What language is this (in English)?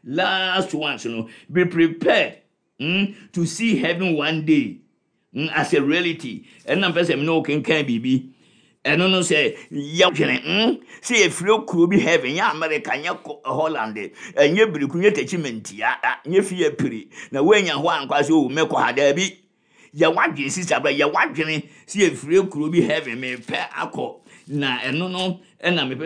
Akan